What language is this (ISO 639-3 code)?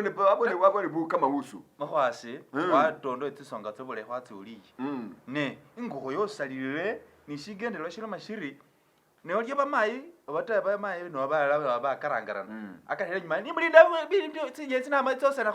myx